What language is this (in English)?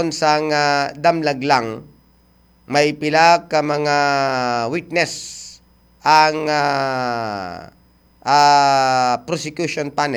Hiligaynon